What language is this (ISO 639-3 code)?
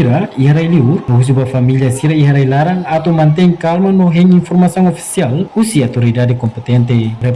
tet